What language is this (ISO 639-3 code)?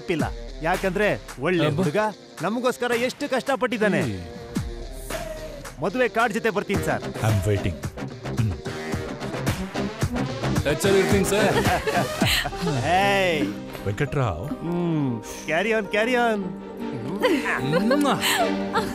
kan